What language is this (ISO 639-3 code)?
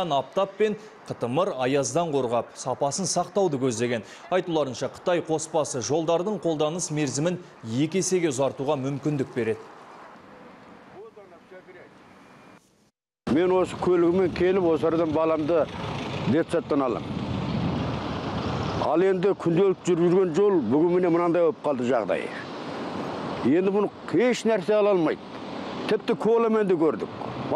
kaz